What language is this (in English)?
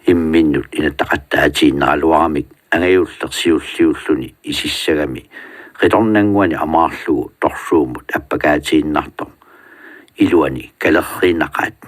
Kalaallisut